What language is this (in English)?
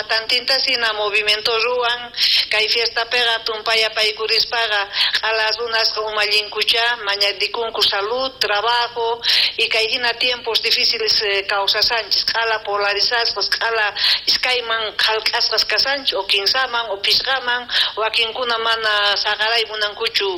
South Bolivian Quechua